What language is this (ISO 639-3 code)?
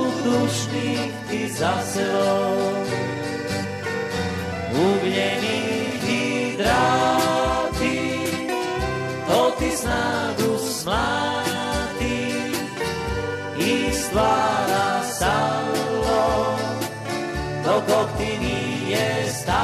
srp